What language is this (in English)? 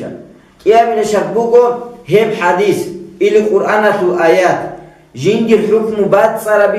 Avaric